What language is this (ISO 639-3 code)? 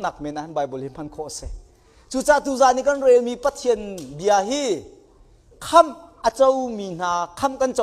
cnh